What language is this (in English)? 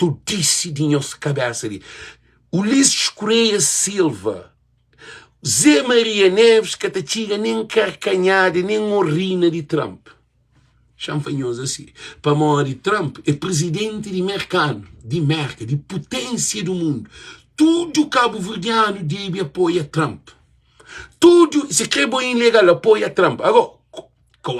Kabuverdianu